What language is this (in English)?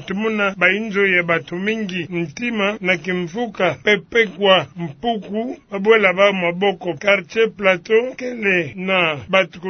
Kituba (Democratic Republic of Congo)